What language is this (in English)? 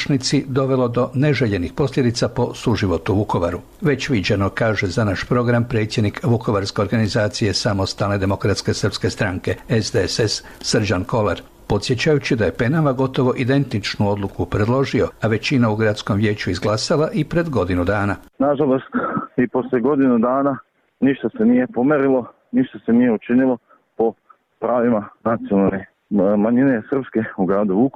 Serbian